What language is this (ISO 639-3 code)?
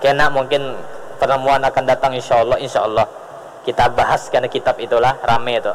bjn